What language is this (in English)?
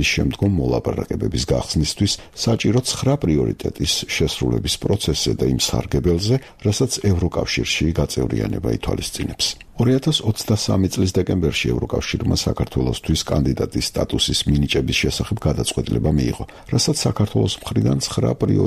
Georgian